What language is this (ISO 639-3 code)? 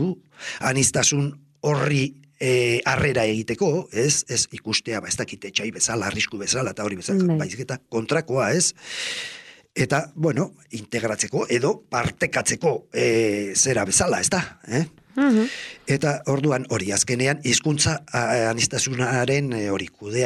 eus